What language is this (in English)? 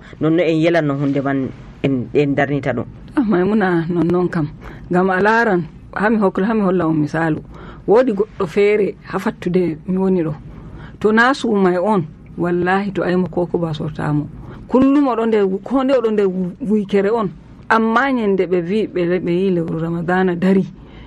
Nigerian Fulfulde